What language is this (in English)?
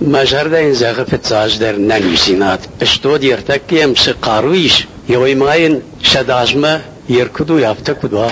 Ossetic